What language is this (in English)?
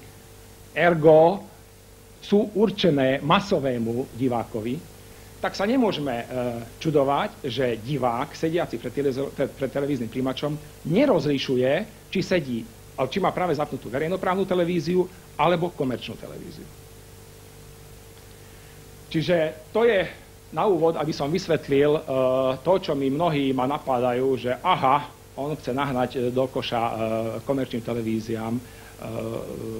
Slovak